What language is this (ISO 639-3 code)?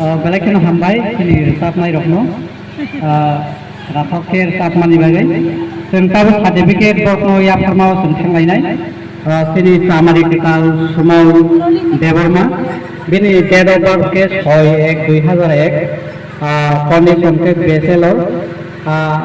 trp